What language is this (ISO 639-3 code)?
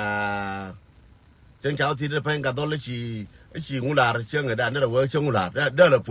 nus